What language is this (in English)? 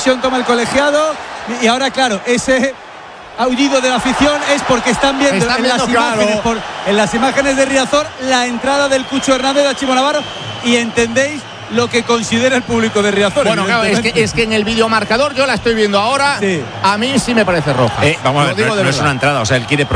Spanish